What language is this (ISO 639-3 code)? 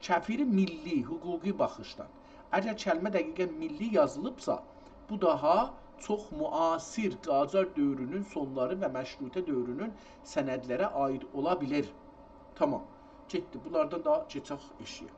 azb